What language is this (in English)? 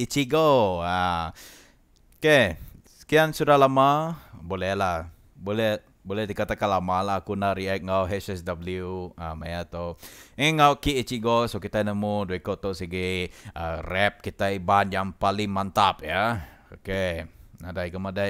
Iban